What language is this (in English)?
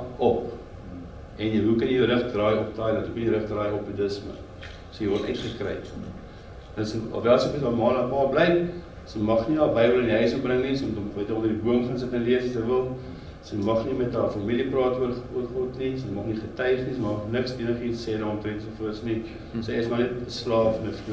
Afrikaans